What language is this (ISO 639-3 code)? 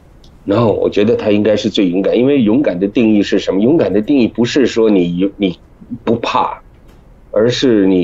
zho